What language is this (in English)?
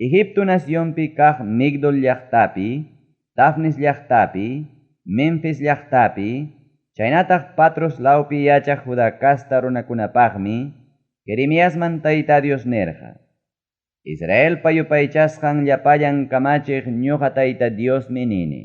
Ayacucho Quechua